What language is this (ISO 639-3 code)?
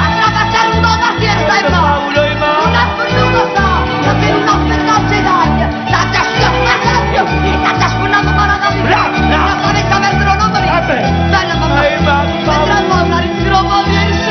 nap